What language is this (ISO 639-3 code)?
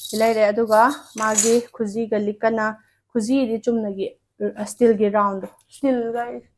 mni